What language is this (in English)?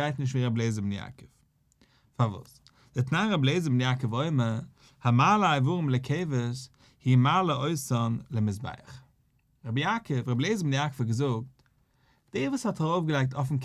Yiddish